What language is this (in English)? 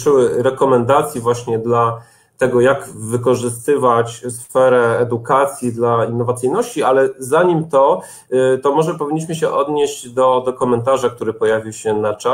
Polish